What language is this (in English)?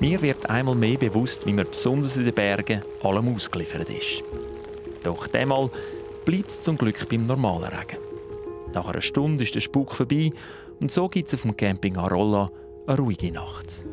Swiss German